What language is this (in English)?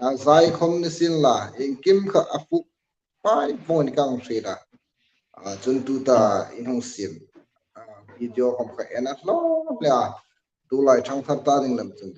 Hmar